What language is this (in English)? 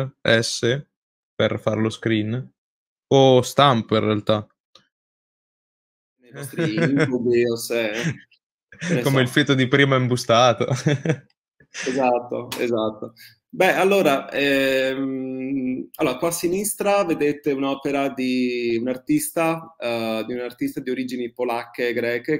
Italian